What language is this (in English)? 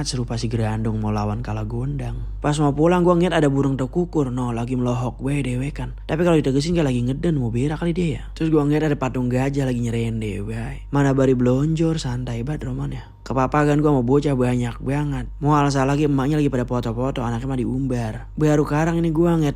Betawi